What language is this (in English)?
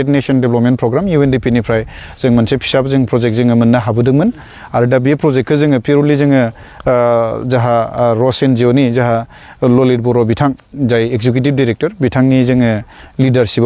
Bodo